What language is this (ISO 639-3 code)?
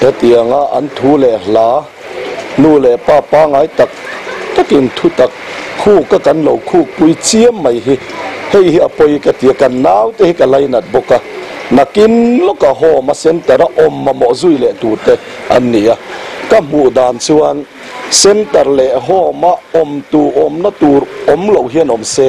lus